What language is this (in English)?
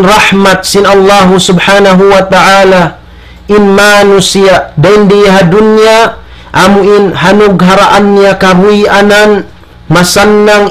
Tausug